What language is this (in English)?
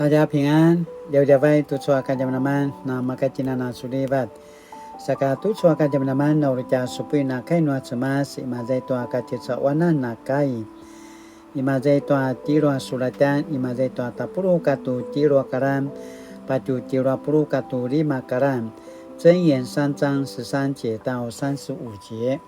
Paiwan